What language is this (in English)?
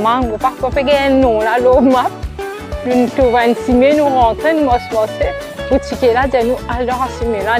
Morisyen